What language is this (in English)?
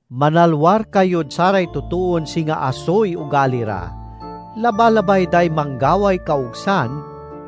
Pangasinan